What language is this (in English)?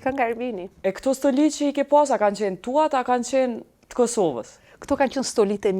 Albanian